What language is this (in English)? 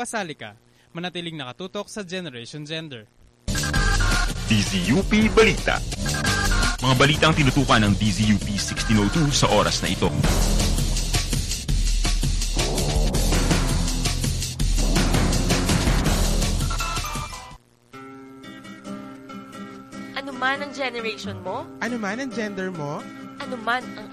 Filipino